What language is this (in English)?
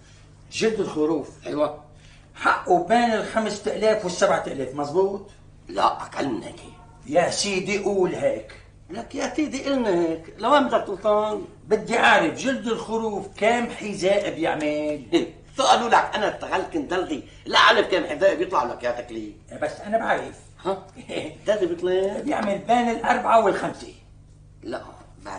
North Levantine Arabic